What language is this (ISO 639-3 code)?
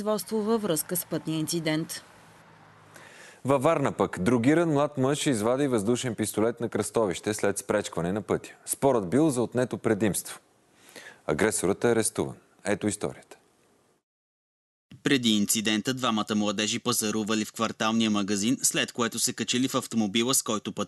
bul